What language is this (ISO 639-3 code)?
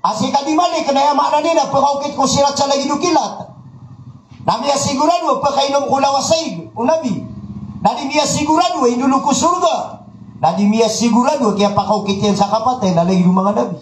mrw